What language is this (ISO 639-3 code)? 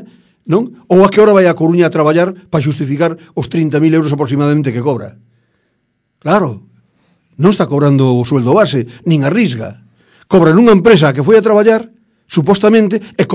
glg